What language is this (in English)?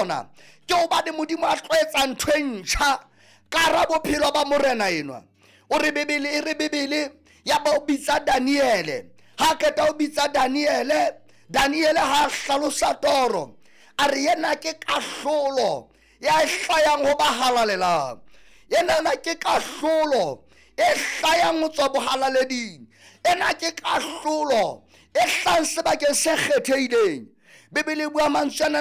Southern Sotho